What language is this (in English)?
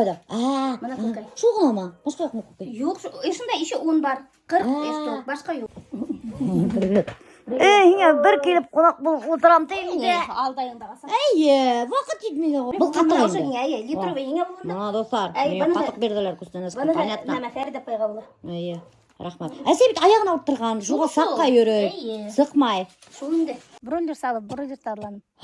Bashkir